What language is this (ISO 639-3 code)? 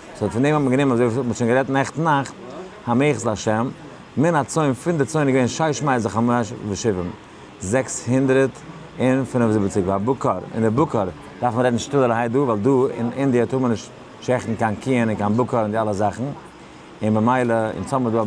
yid